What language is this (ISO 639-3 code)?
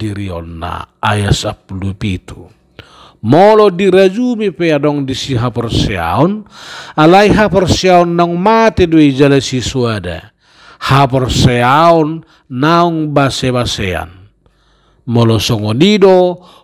bbc